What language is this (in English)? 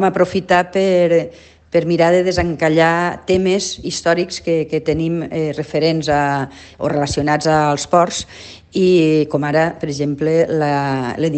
Catalan